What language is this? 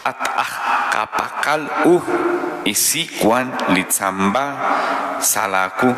Kekchí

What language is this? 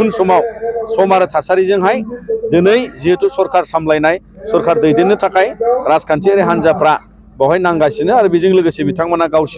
Bodo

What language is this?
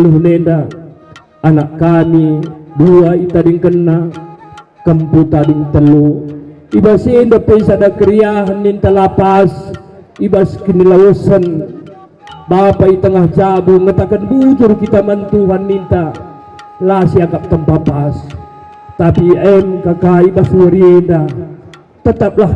Batak Karo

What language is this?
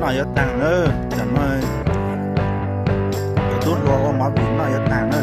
Hmong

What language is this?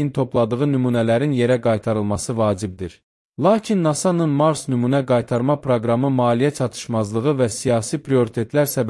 Azerbaijani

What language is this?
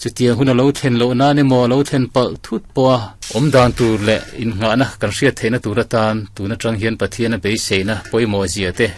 Mizo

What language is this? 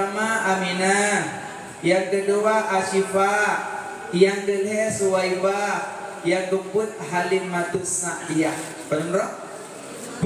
Achinese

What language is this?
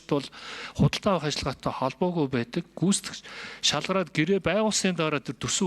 Mongolian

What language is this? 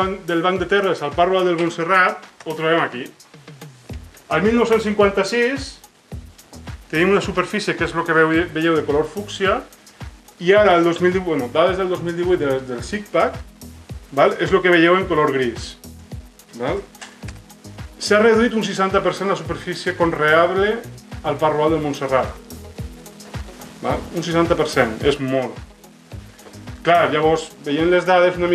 Catalan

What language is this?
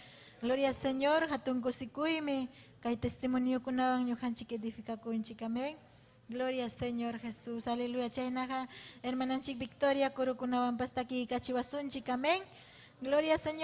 Ayacucho Quechua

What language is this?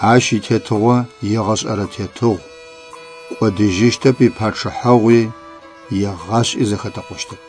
Adyghe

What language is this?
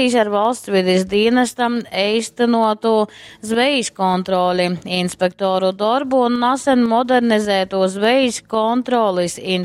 Latgalian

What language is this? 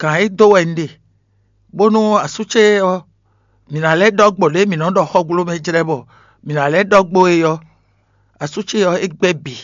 Fon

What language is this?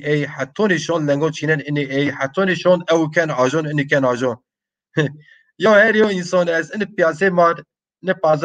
Zaza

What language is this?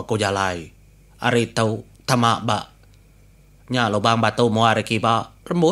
Iban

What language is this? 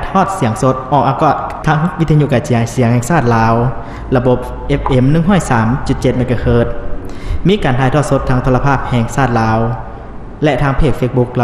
Lao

